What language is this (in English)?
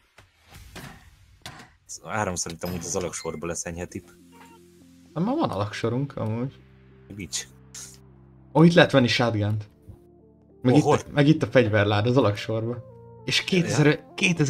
Hungarian